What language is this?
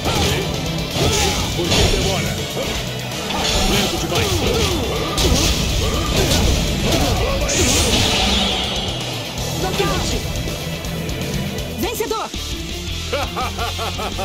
Portuguese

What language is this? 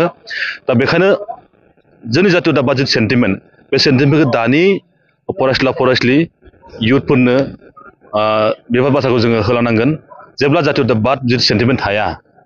Bodo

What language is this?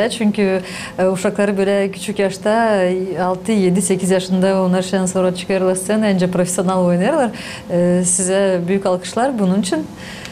Gagauz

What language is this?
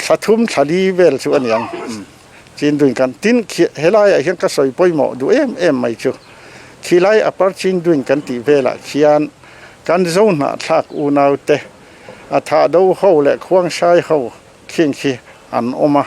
Mizo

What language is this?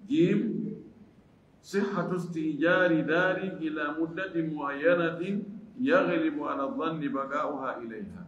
Fula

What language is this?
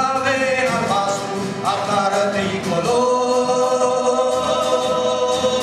Romanian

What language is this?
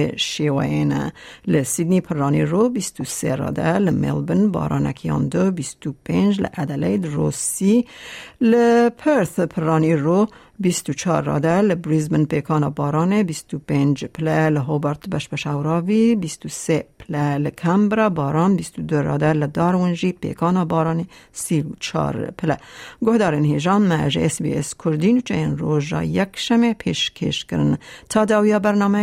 Kurdish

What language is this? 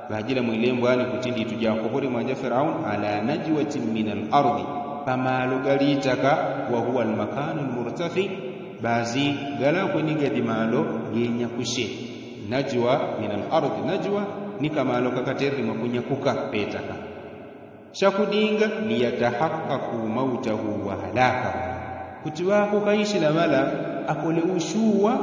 Yao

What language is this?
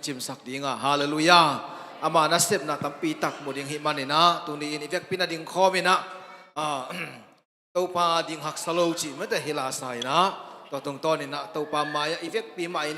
Tedim Chin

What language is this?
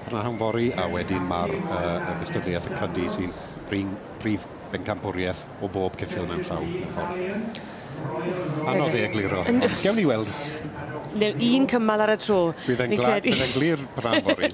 Welsh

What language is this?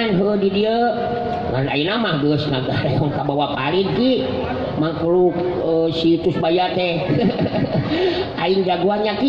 Sundanese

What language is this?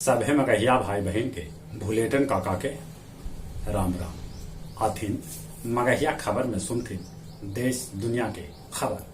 Magahi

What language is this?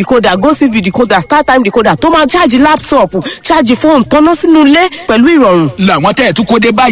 Yoruba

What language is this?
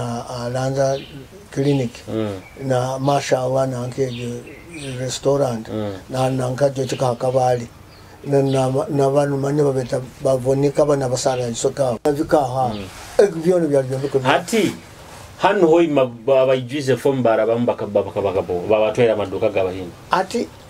Nyoro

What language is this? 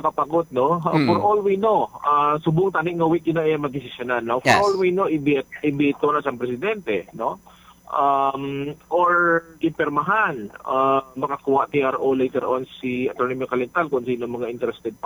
Hiligaynon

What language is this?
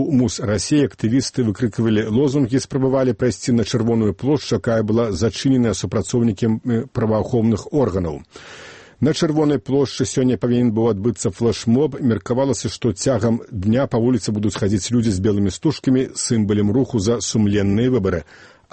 Belarusian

